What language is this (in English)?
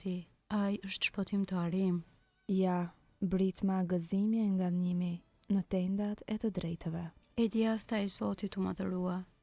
Albanian